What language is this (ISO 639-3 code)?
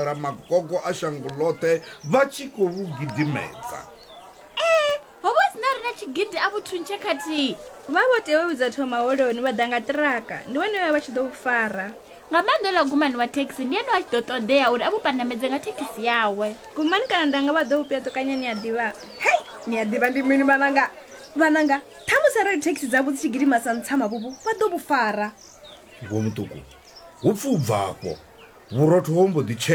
ven